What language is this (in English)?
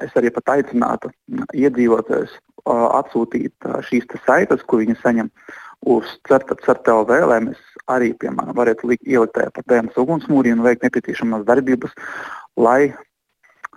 Latvian